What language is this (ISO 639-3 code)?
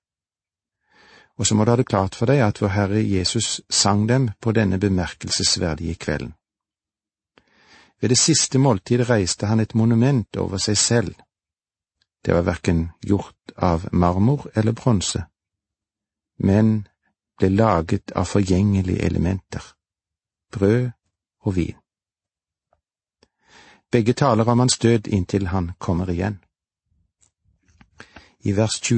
nor